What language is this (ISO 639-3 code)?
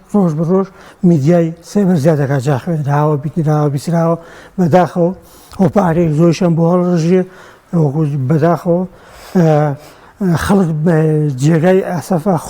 ckb